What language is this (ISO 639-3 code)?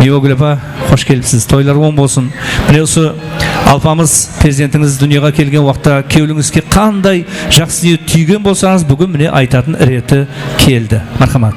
kaa